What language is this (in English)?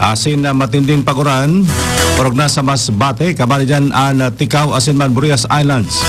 Bikol